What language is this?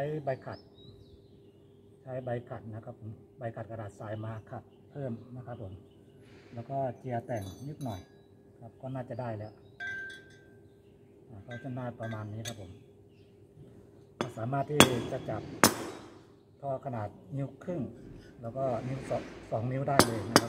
Thai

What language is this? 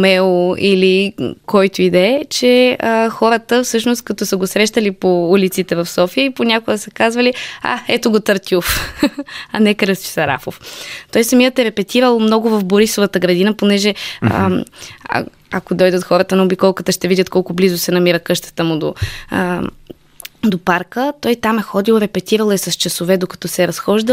Bulgarian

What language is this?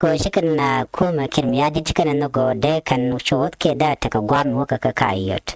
Nuer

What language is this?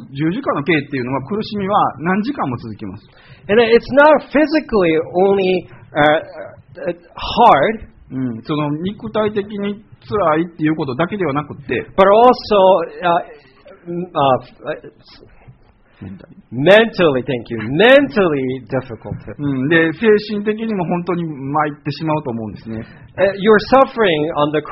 Japanese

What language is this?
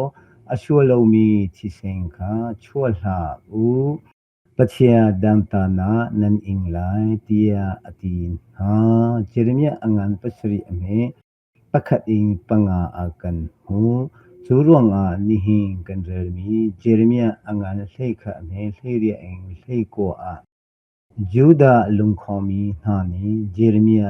Hakha Chin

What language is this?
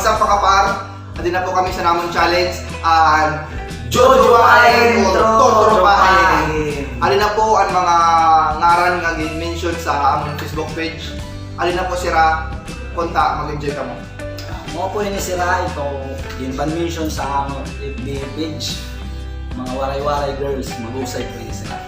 Waray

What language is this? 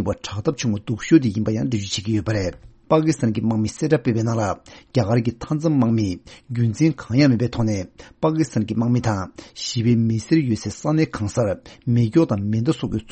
Tibetan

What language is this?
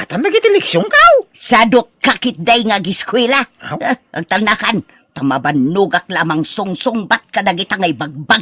Iloko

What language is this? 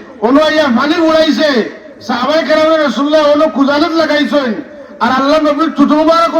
Sylheti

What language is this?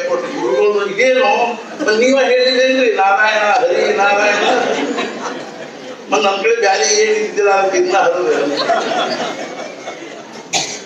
Kannada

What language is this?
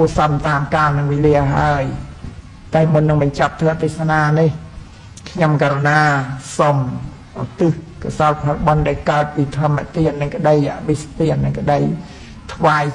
Khmer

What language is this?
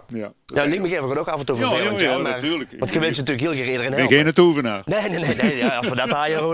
Limburgish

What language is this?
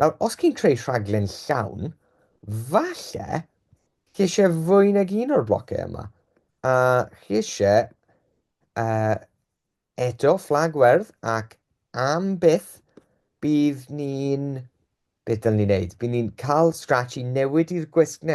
Welsh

